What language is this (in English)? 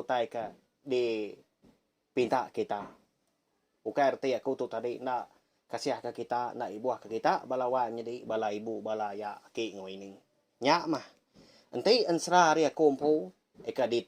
Iban